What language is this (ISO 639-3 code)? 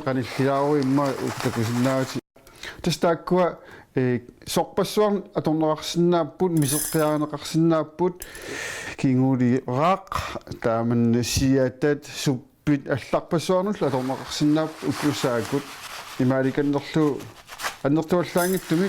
kal